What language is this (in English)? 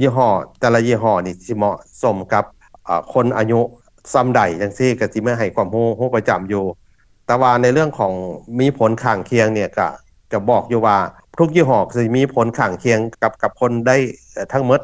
Lao